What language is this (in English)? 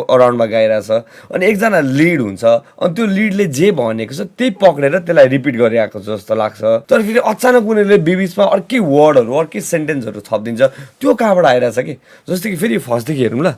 Nepali